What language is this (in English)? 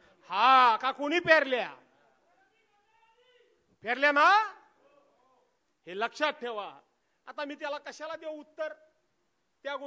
Marathi